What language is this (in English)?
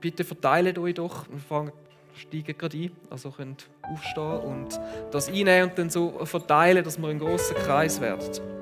Swiss German